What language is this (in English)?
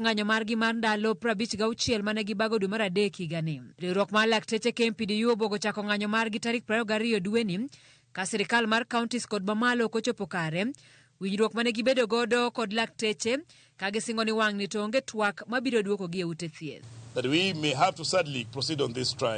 Luo (Kenya and Tanzania)